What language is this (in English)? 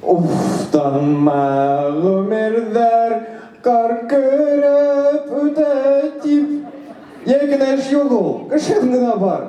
Bashkir